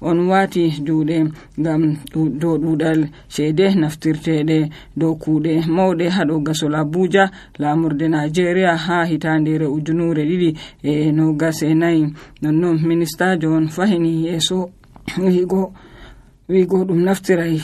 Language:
Nigerian Fulfulde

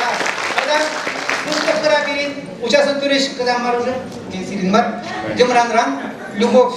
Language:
Chuvash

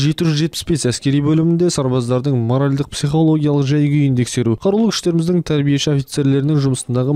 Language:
Kazakh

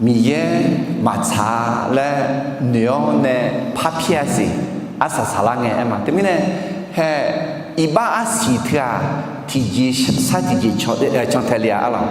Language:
Akha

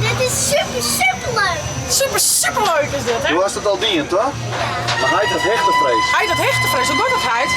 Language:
Western Frisian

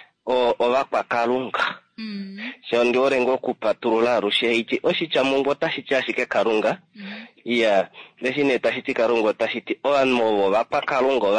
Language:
Kuanyama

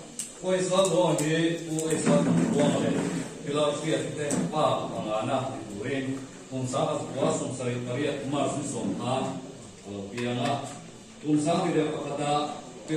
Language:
Mizo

